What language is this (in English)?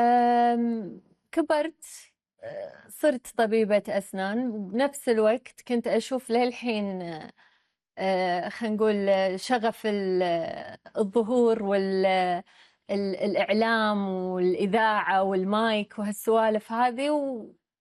Gulf Arabic